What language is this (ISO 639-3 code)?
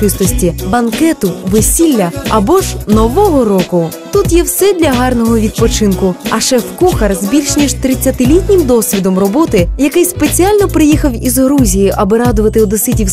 ukr